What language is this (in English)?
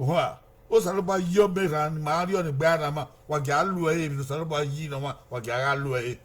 Bini